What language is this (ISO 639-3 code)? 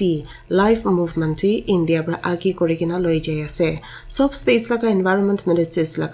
nag